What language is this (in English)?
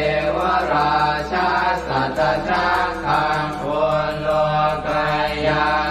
Pali